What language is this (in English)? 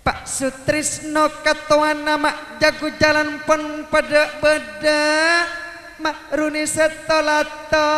Madurese